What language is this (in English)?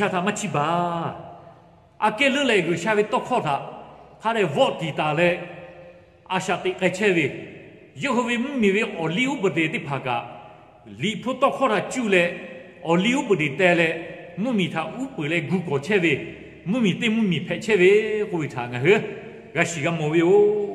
Lahu